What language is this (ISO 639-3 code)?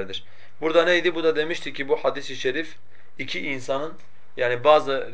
tur